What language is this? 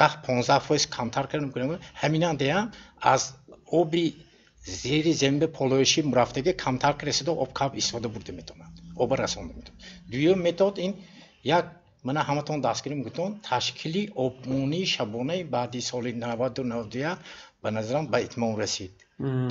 Tajik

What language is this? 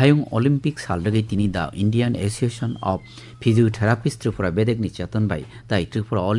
Kok Borok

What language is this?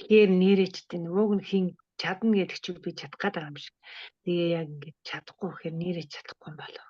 Mongolian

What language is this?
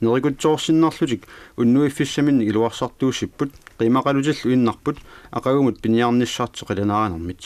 Kalaallisut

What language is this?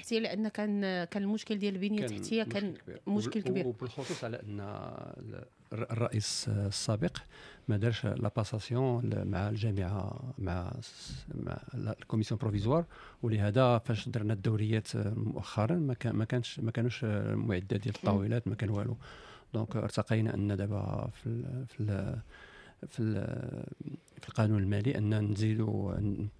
Moroccan Arabic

